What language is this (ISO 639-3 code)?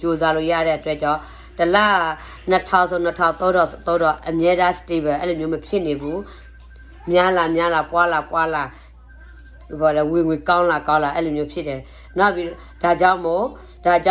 mya